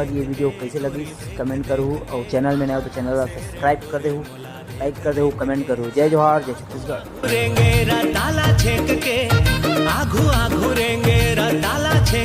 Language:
Chhattisgarhi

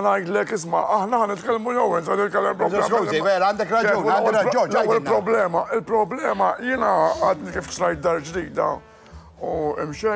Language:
Maltese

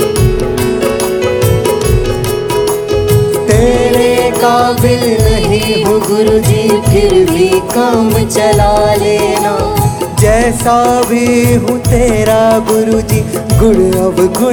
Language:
Hindi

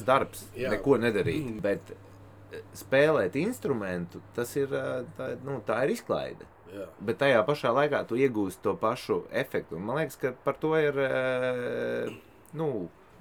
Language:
Latvian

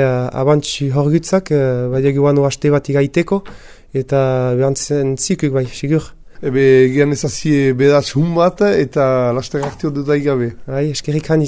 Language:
Basque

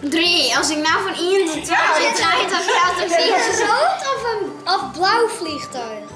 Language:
Western Frisian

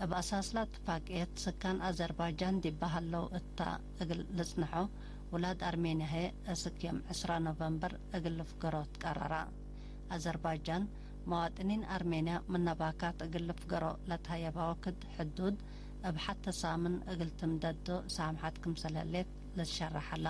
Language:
Tigre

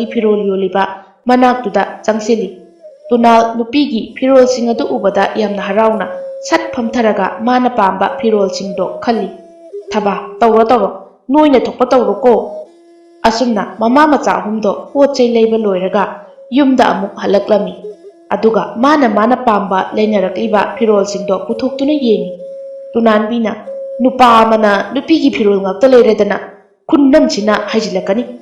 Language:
Manipuri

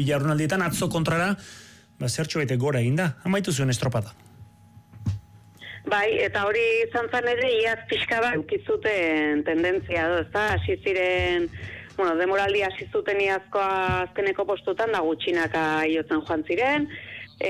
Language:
Basque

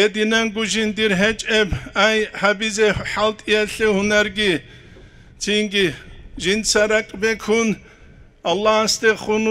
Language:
Avaric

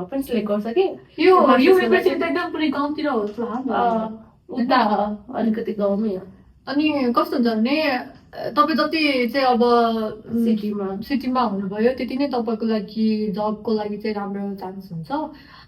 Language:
Nepali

